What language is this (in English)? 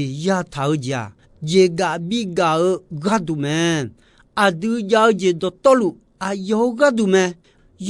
Akha